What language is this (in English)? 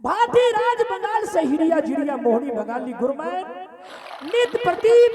Angika